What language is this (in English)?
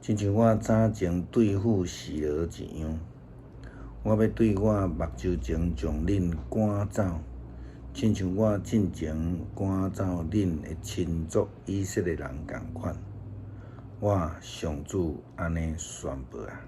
Min Nan Chinese